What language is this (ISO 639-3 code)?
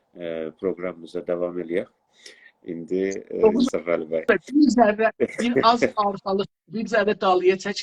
azb